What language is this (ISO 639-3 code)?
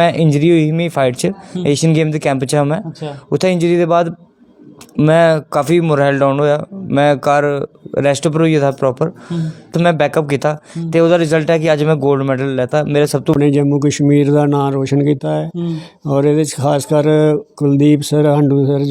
doi